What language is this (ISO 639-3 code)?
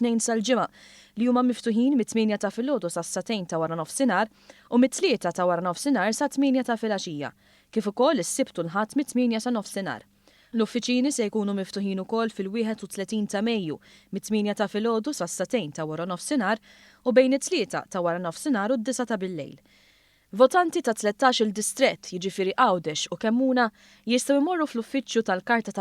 mlt